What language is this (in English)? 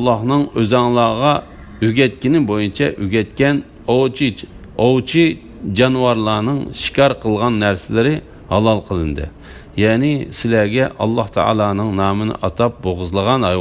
Uyghur